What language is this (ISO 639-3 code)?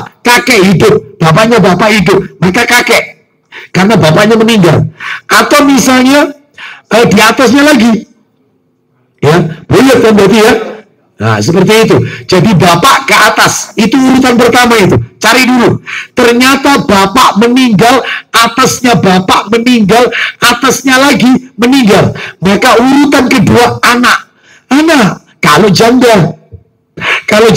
ind